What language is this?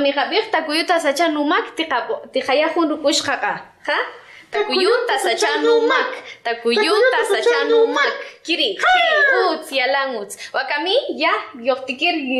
Kaqchikel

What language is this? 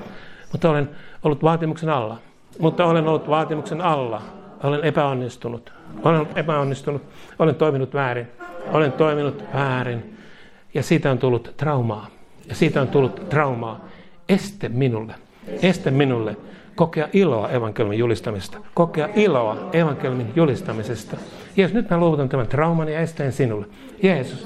Finnish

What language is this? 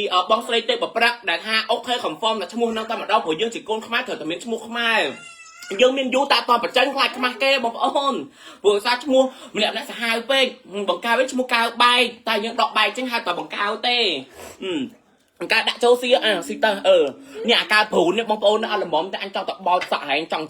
Khmer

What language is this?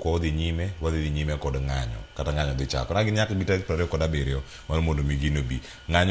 Luo (Kenya and Tanzania)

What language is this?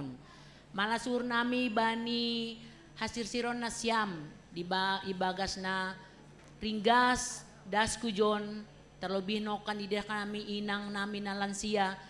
Batak Simalungun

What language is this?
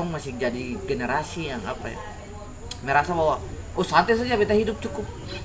Ambonese Malay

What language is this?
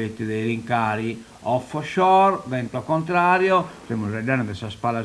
Sardinian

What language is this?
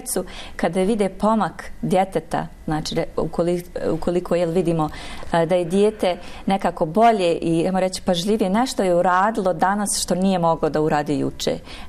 Bosnian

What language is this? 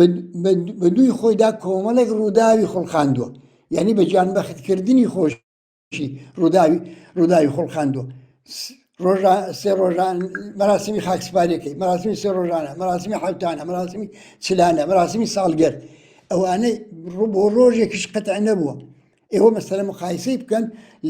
Central Kurdish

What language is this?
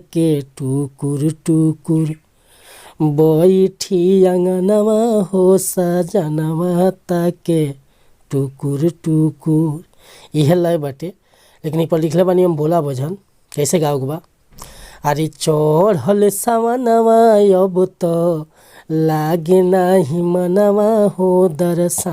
Bhojpuri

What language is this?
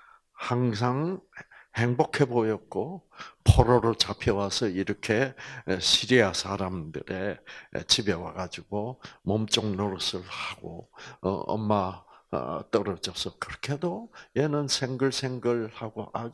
Korean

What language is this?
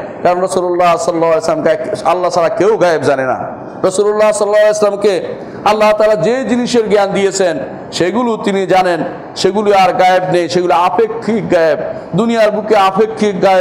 Bangla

